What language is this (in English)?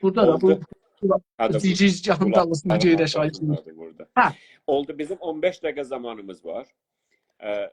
South Azerbaijani